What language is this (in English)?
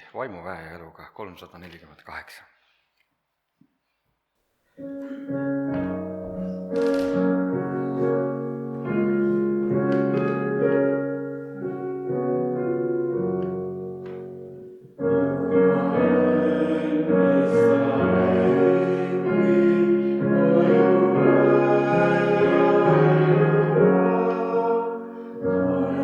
Estonian